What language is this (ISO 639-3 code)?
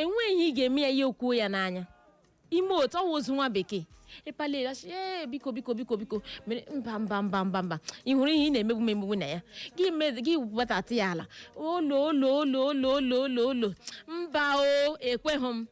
ibo